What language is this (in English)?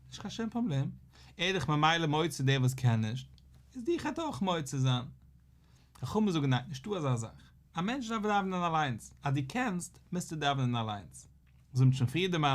Yiddish